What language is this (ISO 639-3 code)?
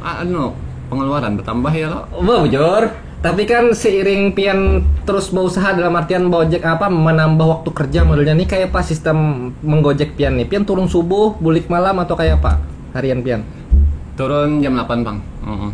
bjn